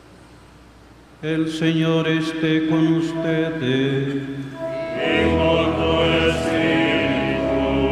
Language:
Spanish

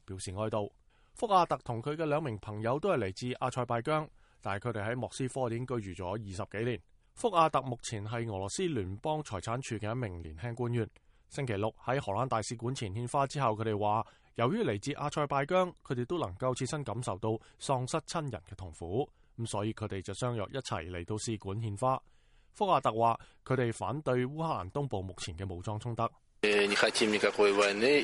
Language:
Cantonese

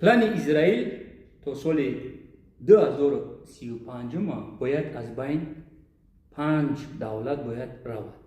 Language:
Tajik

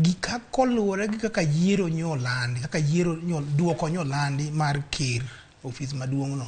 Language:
Luo (Kenya and Tanzania)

